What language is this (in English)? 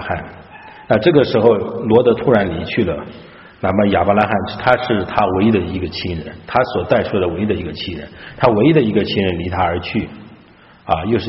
Chinese